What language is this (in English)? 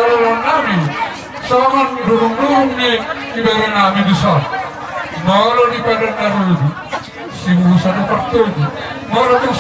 Batak Toba